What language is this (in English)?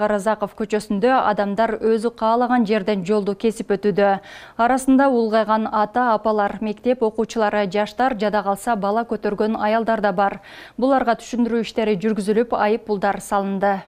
Kyrgyz